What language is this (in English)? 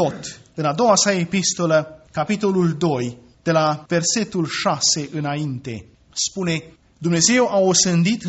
Romanian